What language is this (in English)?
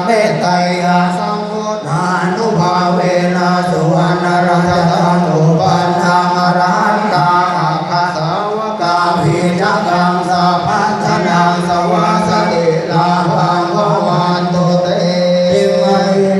Pali